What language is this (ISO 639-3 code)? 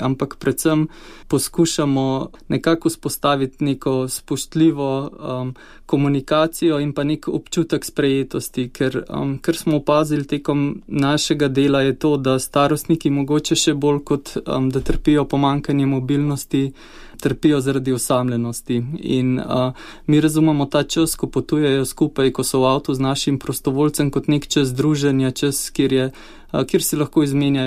slv